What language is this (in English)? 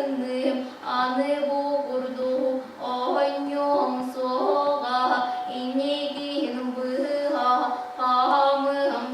Yakut